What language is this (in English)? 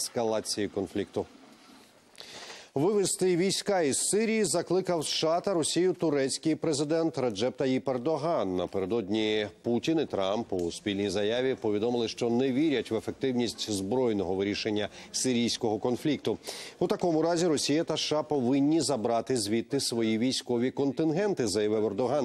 Ukrainian